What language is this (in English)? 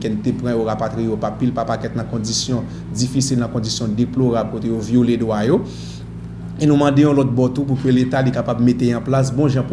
Haitian Creole